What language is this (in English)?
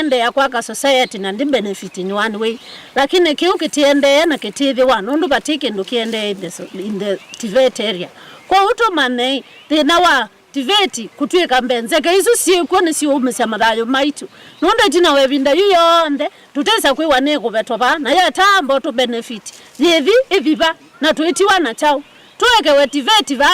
Kamba